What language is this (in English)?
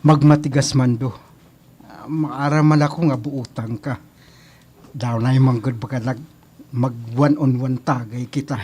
Waray